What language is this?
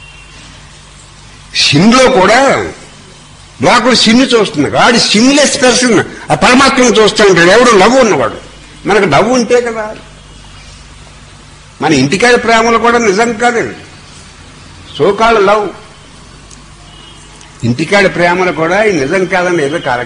Telugu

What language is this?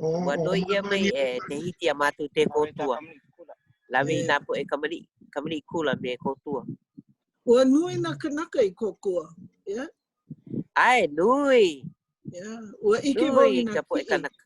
Hawaiian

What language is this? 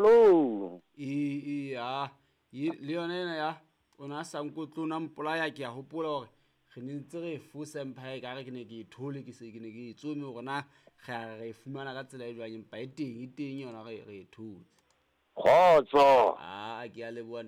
Southern Sotho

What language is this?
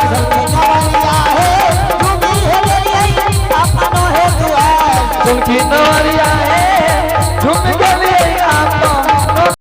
Angika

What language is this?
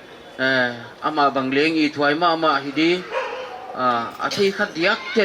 Paite Chin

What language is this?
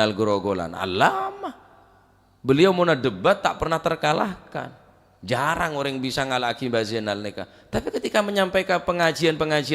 Madurese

